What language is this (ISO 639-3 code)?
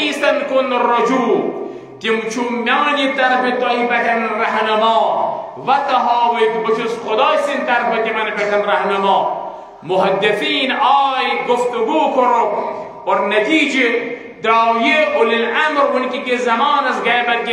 kas